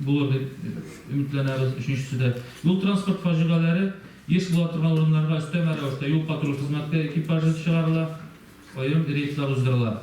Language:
Tatar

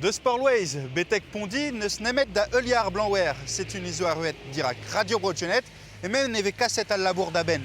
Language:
Breton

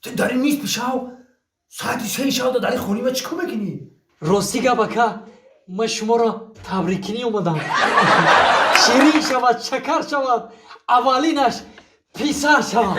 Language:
Tajik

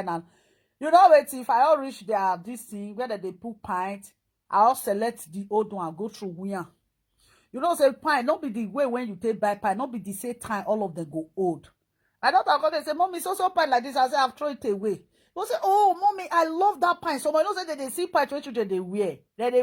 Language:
Nigerian Pidgin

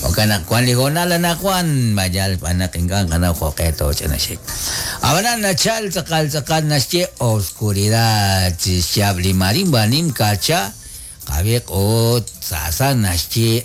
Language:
Kekchí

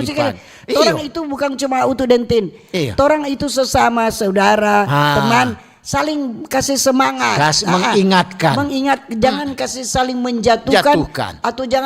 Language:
Manado Malay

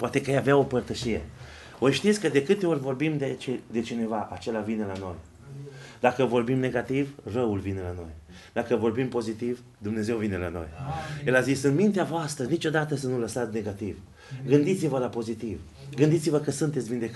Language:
Romanian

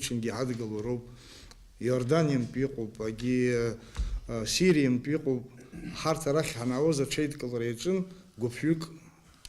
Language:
Abkhazian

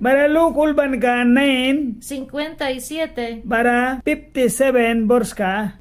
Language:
Mískito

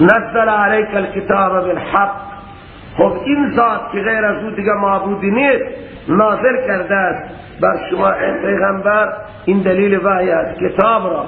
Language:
Persian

